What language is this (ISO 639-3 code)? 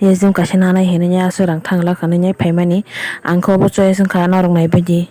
trp